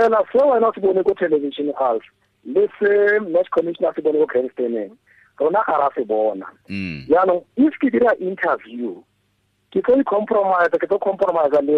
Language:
Tswana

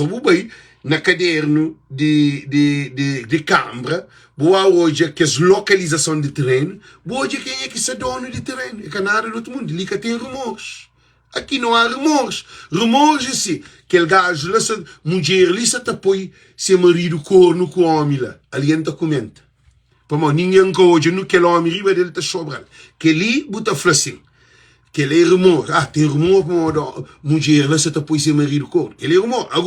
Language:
Kabuverdianu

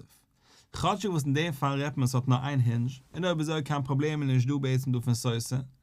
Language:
Yiddish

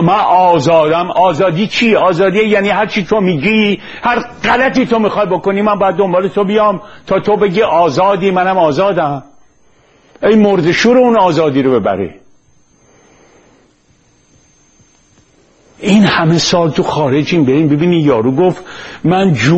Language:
Persian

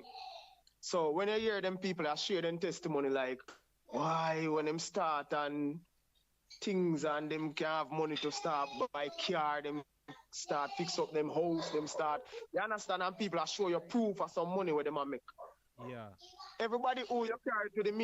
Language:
Jamaican Creole English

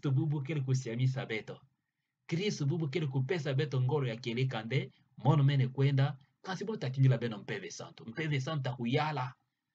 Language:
Kituba (Democratic Republic of Congo)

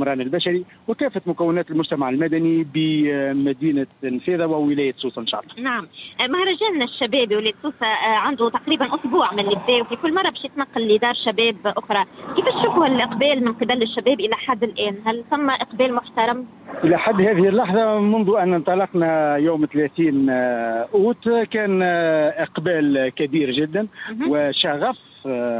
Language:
Tunisian Arabic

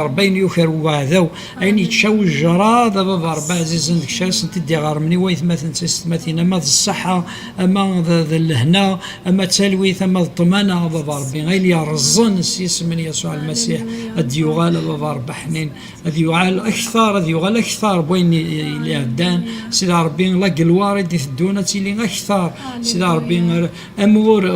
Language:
Kabyle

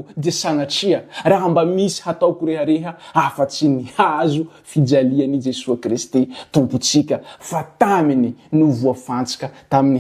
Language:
Malagasy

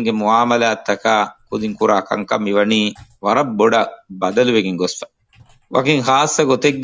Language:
Divehi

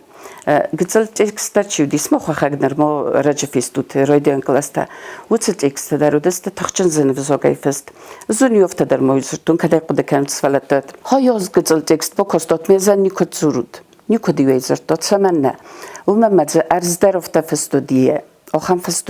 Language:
Ossetic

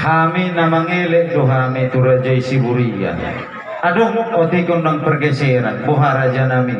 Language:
Batak Toba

